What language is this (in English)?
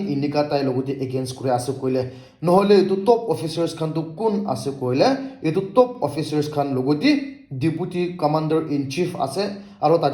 Naga Pidgin